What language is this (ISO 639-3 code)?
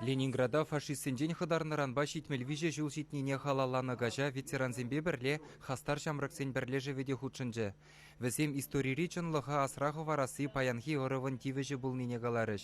chv